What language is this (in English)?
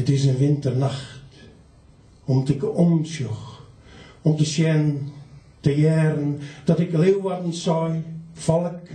Western Frisian